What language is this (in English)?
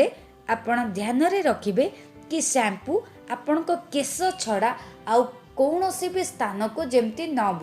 Odia